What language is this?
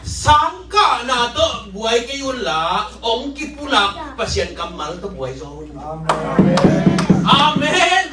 Tedim Chin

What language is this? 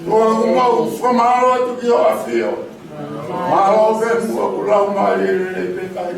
Tongan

